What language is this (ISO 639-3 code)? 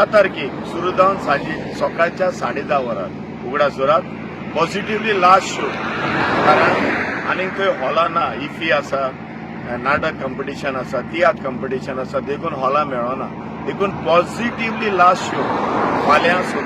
kok